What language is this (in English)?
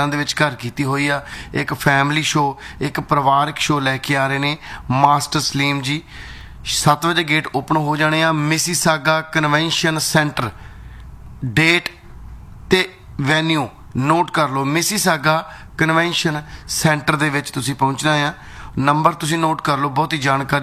Punjabi